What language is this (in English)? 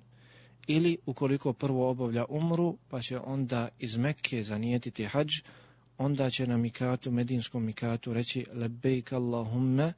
Bosnian